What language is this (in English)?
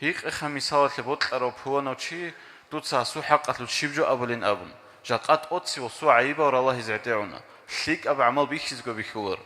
Avaric